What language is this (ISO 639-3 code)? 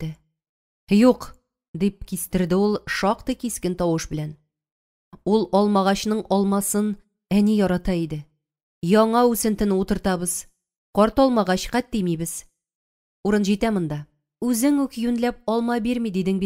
tat